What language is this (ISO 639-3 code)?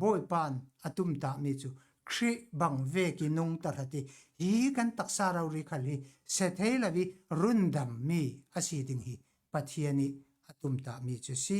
cfm